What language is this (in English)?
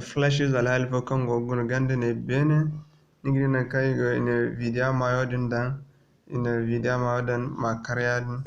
Zarma